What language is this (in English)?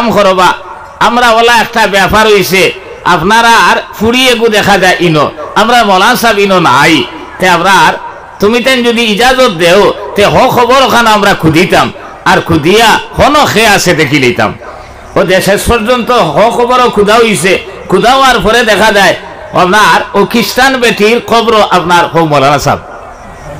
Sylheti